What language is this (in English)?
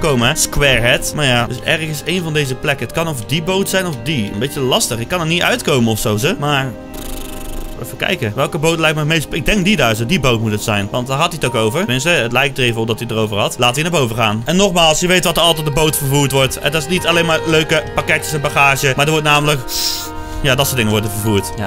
Dutch